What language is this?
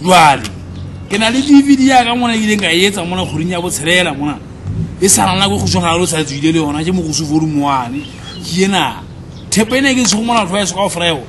Southern Sotho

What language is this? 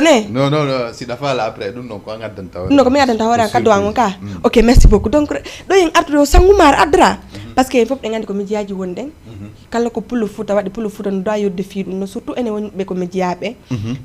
Fula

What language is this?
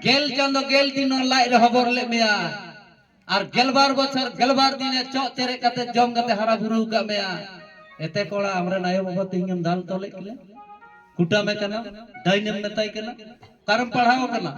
Santali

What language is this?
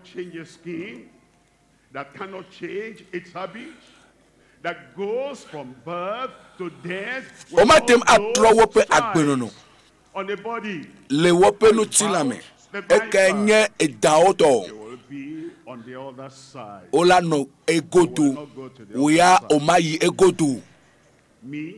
Ewe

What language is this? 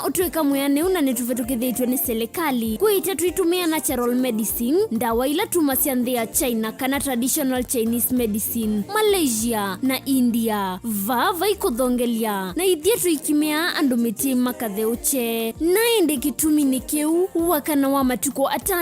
Kamba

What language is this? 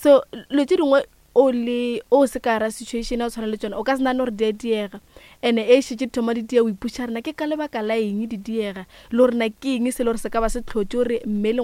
Northern Sotho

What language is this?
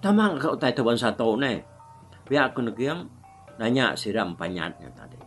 Iban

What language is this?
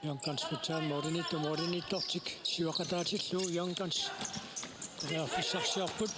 Kalaallisut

